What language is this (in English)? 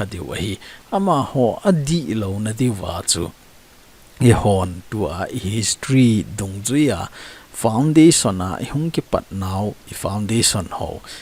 Thado Chin